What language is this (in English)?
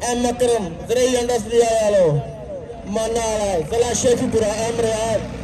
Saraiki